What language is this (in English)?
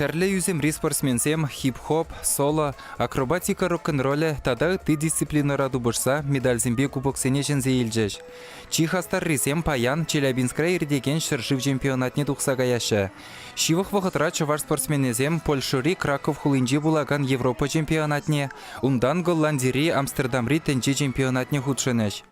Chuvash